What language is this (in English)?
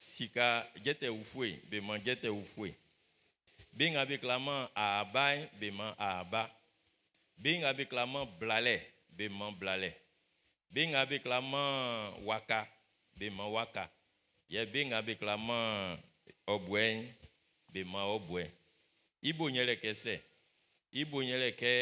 Baoulé